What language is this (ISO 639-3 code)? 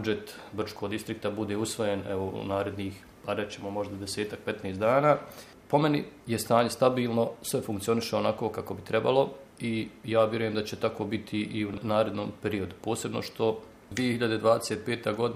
bos